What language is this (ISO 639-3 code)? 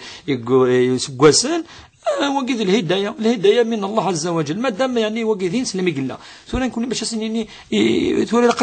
kab